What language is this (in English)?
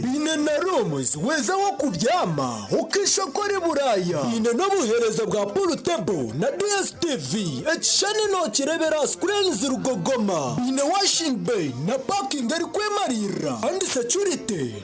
Nyankole